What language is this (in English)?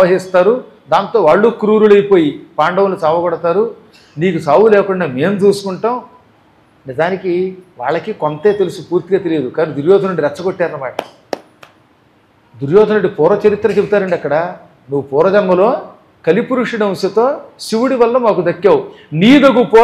Telugu